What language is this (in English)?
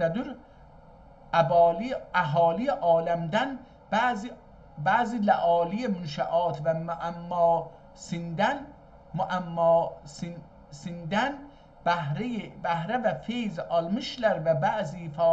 South Azerbaijani